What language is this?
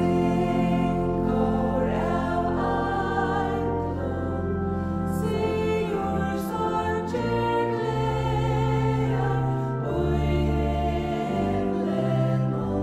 Faroese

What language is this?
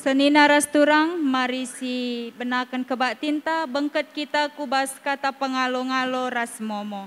Batak Karo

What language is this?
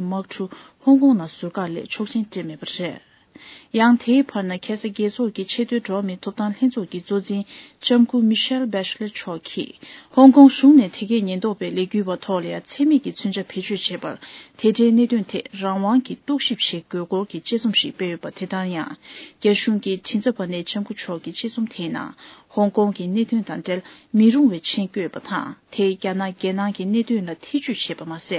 Tibetan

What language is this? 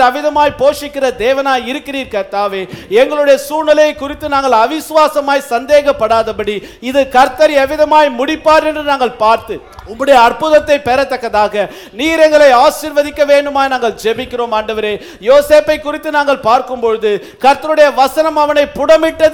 Tamil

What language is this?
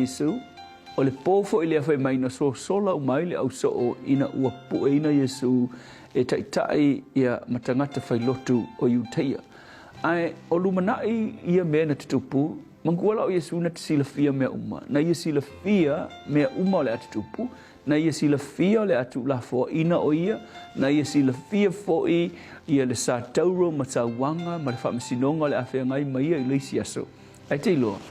Samoan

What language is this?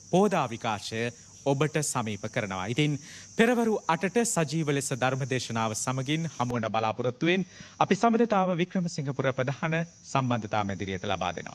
Sinhala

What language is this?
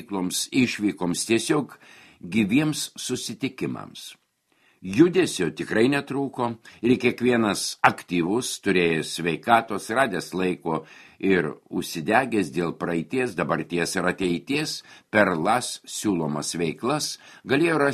Lithuanian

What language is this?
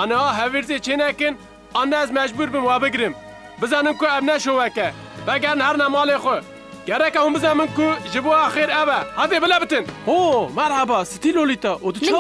Kurdish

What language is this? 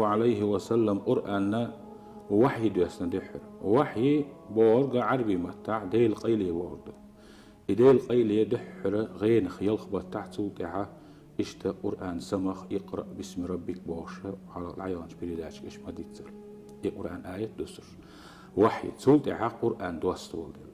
Chechen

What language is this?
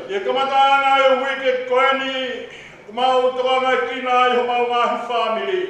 Tongan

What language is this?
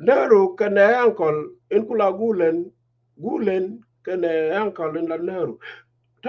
Nuer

